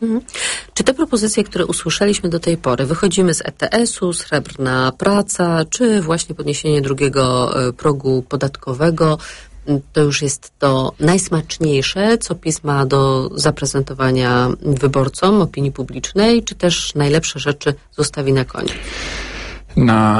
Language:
Polish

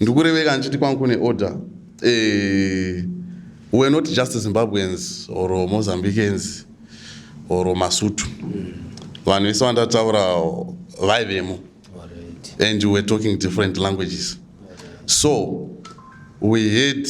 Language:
Shona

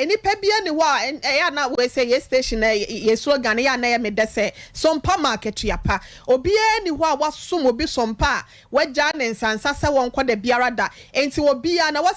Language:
Akan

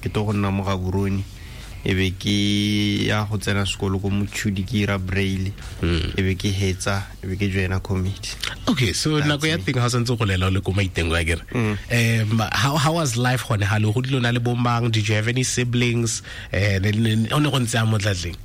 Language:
Tswana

